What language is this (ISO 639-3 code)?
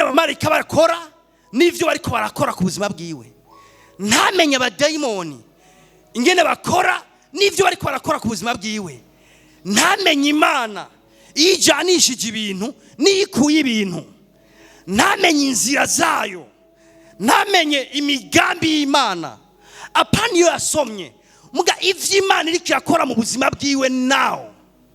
run